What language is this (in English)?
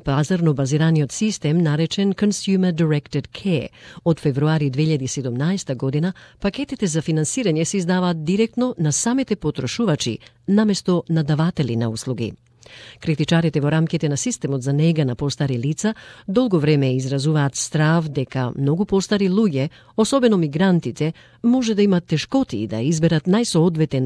Macedonian